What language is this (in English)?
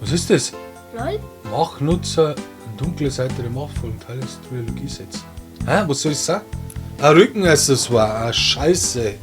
Bavarian